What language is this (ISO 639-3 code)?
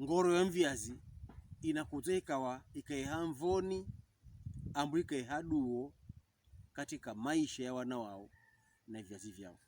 pkb